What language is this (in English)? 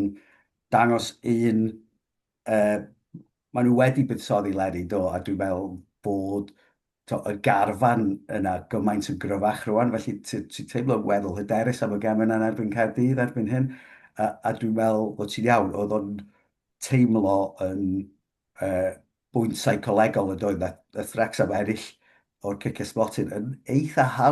Welsh